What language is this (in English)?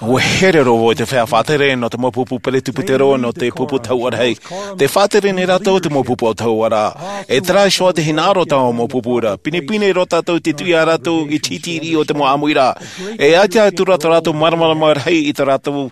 Tahitian